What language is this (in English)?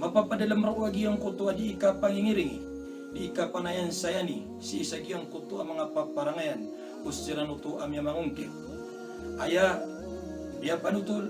Maranao